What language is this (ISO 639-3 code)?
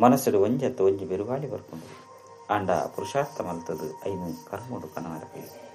tcy